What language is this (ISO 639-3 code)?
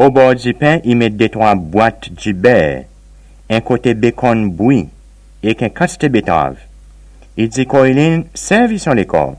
crs